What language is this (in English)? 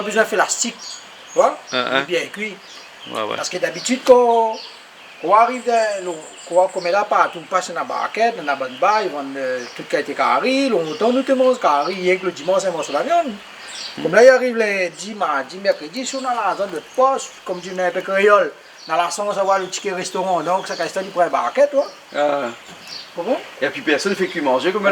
Réunion Creole French